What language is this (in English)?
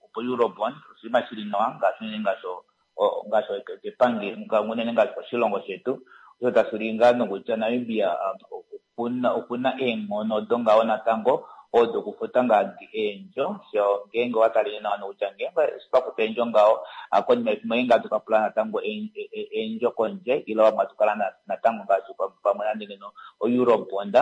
Kuanyama